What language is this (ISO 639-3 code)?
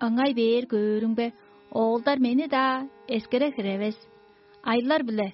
tyv